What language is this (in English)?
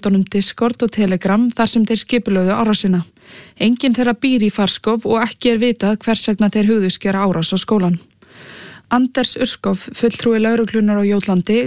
Icelandic